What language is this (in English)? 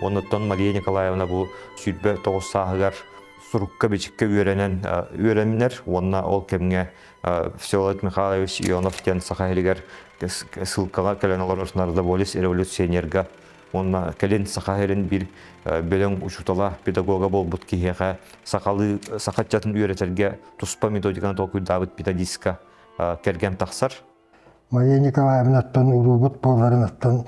Yakut